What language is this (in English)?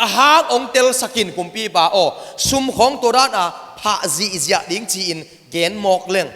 Tedim Chin